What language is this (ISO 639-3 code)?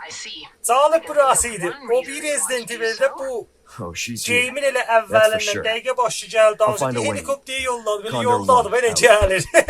azb